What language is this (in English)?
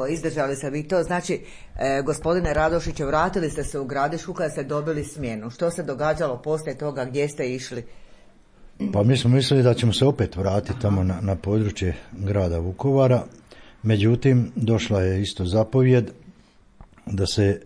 Croatian